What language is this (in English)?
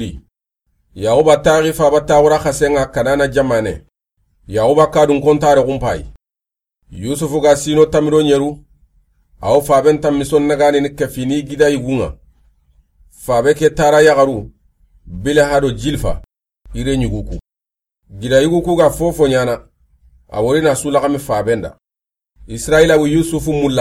Soninke